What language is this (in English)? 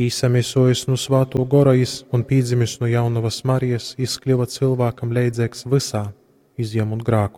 Latgalian